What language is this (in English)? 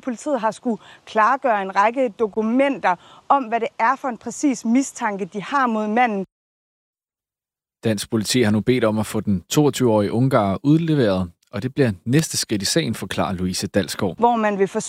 Danish